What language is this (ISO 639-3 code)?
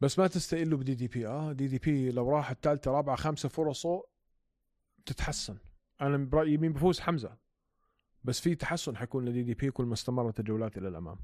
apc